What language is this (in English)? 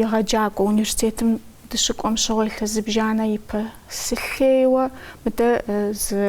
Kabardian